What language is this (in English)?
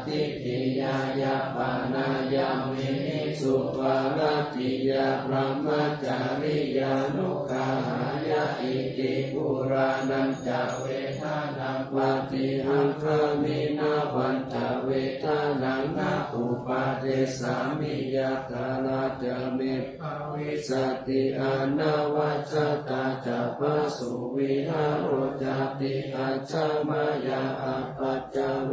Pali